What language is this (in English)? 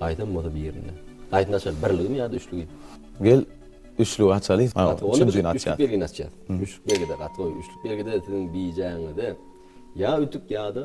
Turkmen